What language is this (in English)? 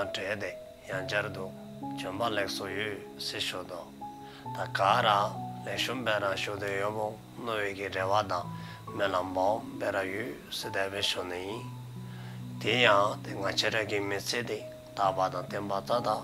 Dzongkha